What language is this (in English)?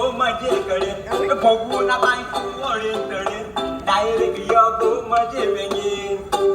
Konkani